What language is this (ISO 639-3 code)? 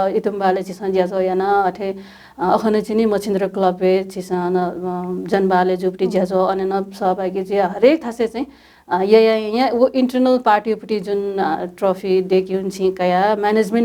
new